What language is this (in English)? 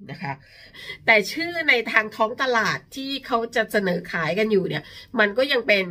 Thai